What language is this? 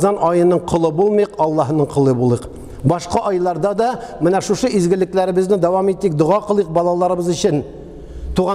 Tatar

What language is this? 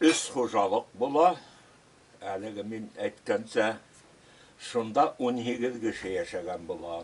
Bashkir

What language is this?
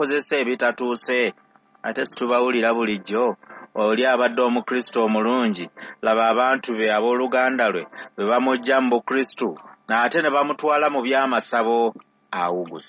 Ganda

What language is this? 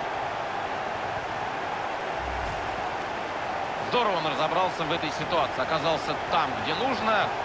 Russian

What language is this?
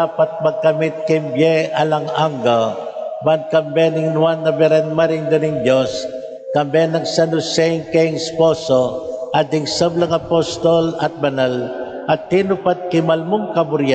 Pampanga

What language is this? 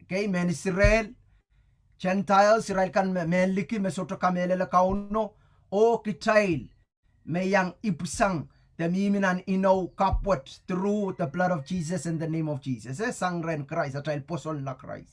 Pohnpeian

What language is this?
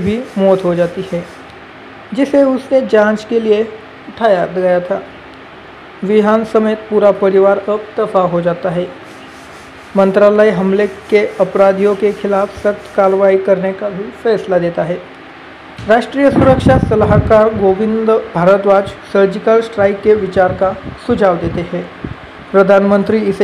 Hindi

